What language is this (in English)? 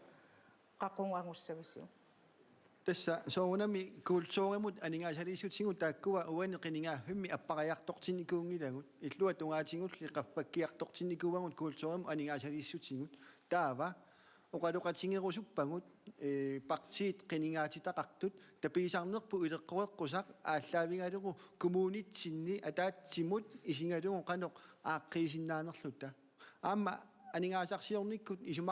Kalaallisut